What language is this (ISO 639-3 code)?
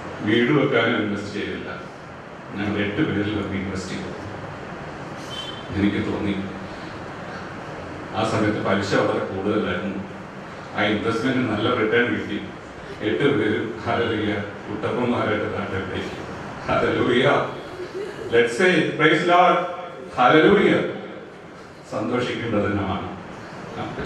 mal